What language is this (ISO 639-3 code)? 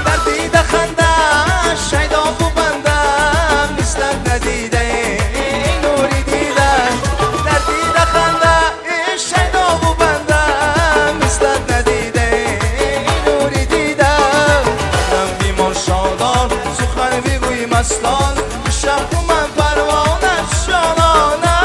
tgk